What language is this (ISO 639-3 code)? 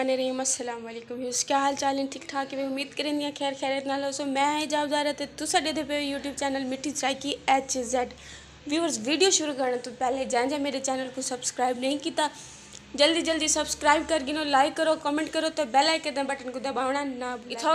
skr